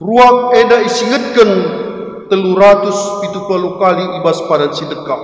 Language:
Batak Karo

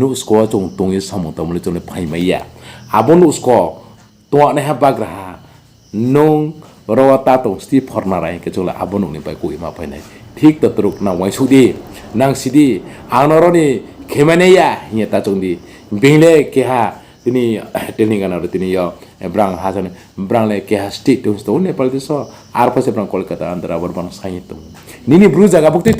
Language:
Riang (India)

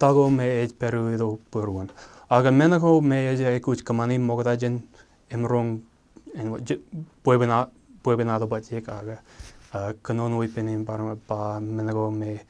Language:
Marshallese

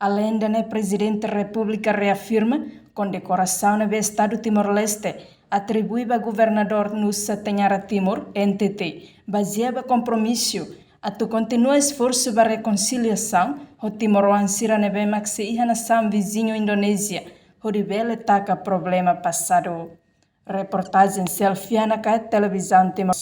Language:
Tetum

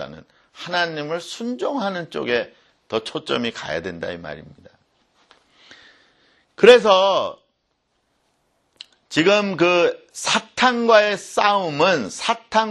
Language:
Korean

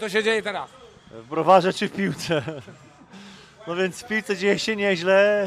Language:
Polish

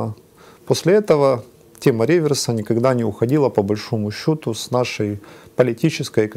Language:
Russian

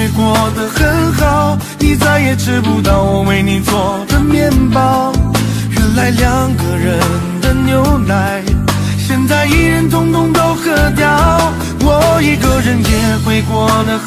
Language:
Chinese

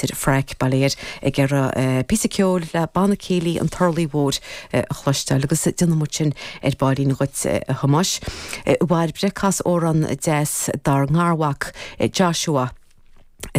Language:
Irish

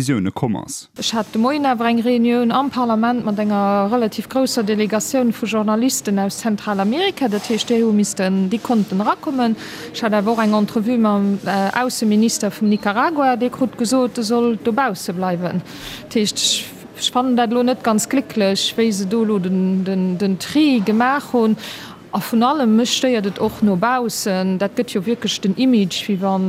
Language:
Luxembourgish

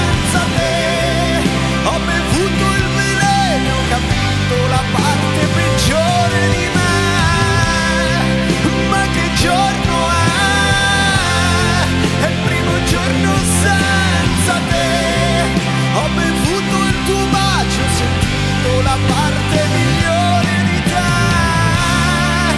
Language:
Italian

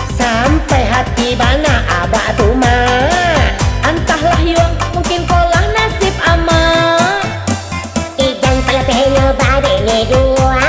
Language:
Minangkabau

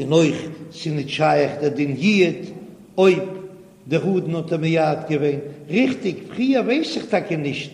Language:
Yiddish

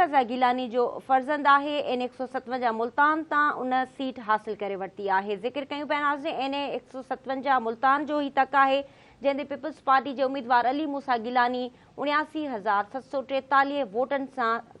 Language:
Sindhi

